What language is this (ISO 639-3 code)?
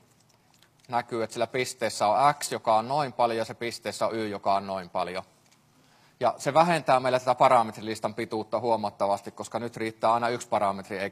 fin